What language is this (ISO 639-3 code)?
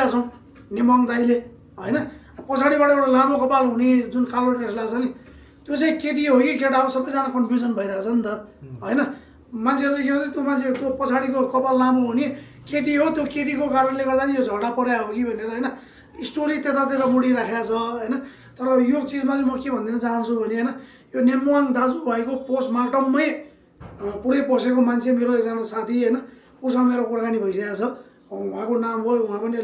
nep